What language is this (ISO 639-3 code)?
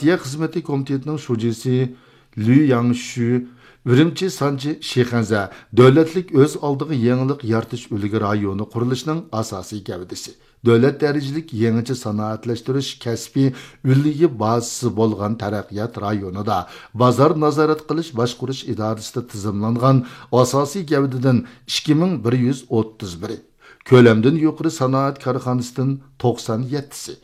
uig